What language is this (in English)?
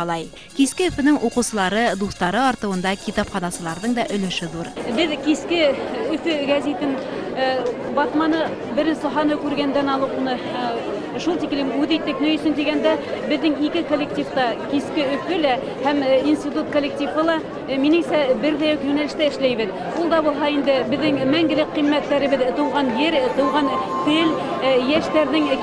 Bashkir